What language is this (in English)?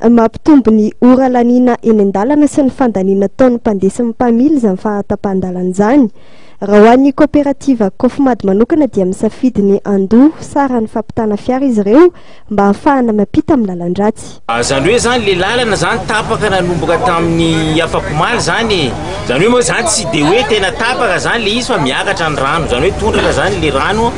Malagasy